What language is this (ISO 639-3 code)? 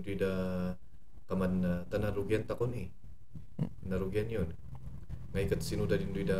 kne